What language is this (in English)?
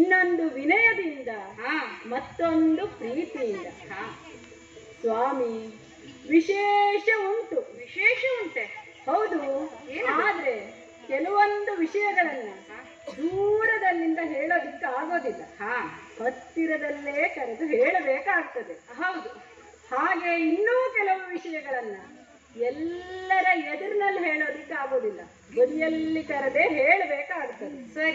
Kannada